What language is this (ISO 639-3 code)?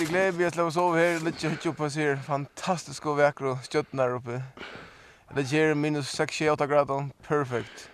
fao